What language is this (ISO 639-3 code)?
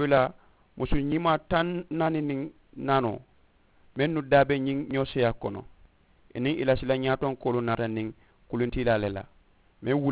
man